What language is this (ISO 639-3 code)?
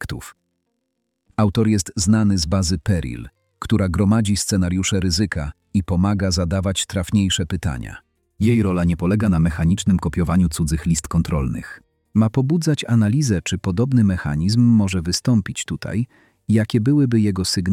pol